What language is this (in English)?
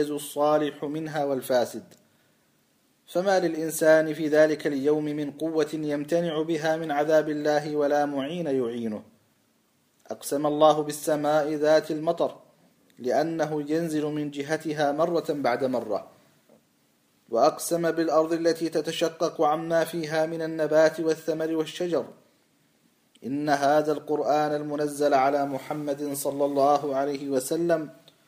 Arabic